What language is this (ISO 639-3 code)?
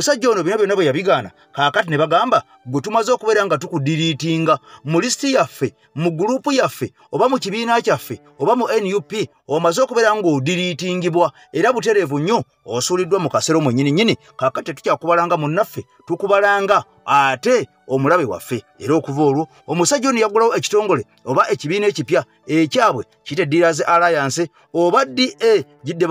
lug